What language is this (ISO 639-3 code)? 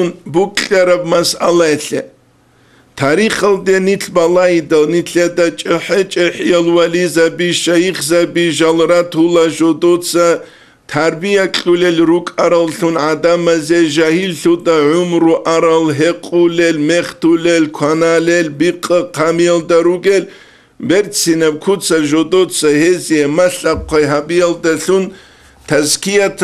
ava